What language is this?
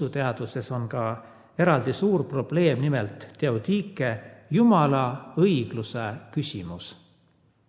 Estonian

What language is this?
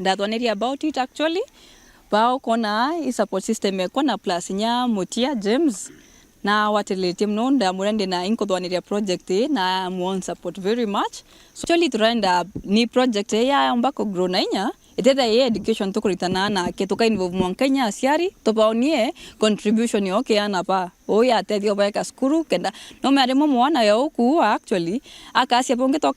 Meru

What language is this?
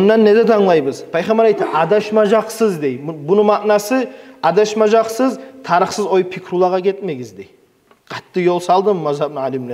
Kumyk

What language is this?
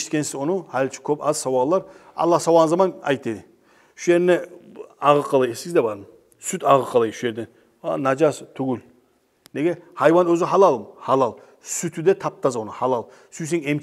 Kumyk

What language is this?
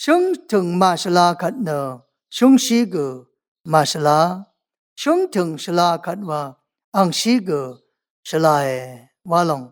Rawang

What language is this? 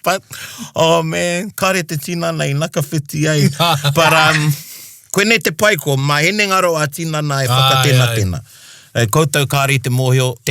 Māori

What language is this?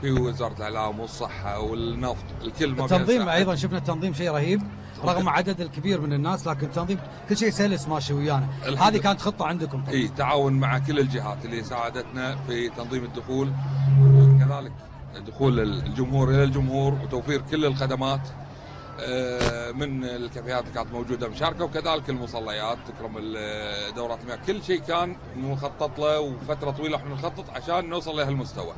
Gulf Arabic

